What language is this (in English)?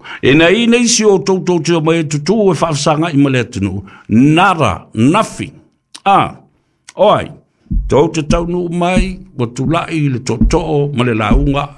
Samoan